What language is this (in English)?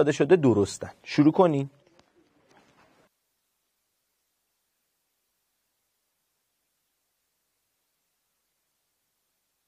Persian